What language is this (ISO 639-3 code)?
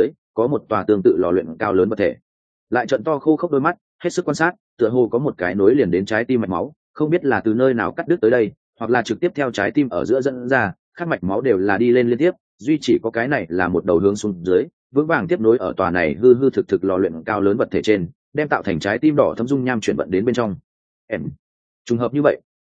vie